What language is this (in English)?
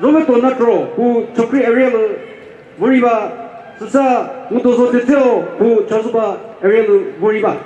Chokri Naga